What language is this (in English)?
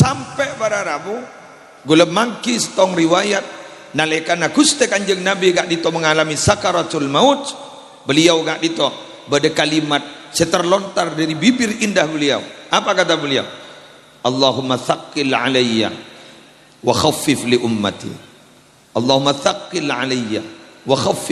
Madurese